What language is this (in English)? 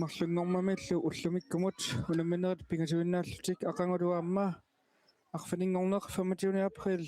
Kalaallisut